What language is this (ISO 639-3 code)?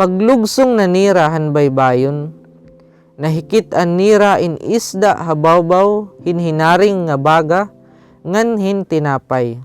war